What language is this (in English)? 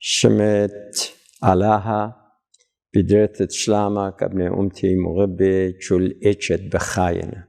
Assyrian Neo-Aramaic